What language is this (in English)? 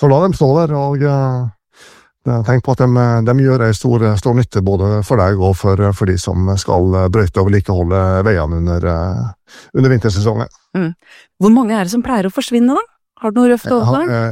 Norwegian